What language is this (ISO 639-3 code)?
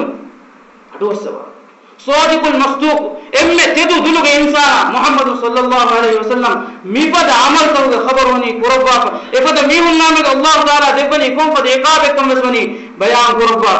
div